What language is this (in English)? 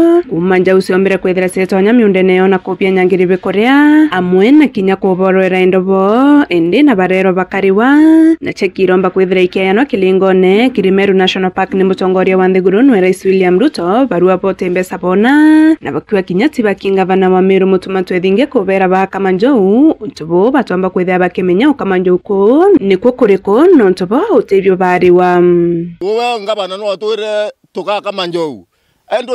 Meru